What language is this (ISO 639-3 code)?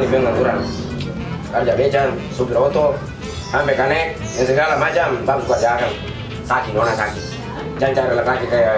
abs